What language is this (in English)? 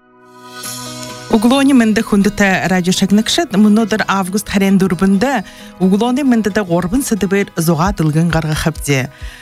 Buriat